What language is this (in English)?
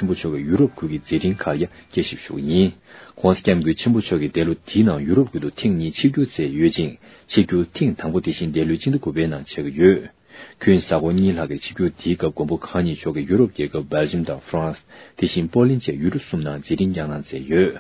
Tibetan